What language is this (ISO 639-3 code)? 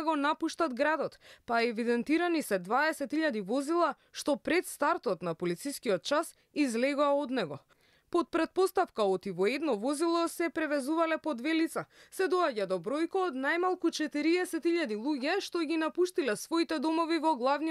mkd